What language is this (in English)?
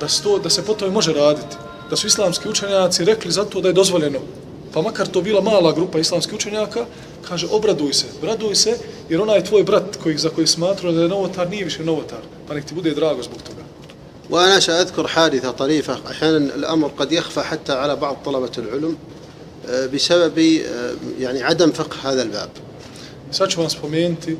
Bosnian